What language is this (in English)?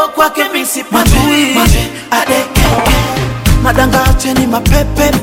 Swahili